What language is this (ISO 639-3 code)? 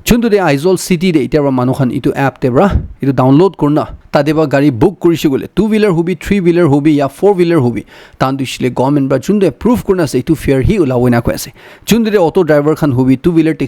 nag